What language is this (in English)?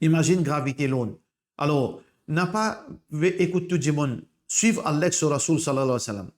Morisyen